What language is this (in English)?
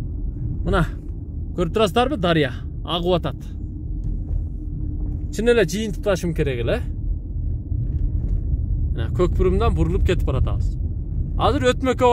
Kyrgyz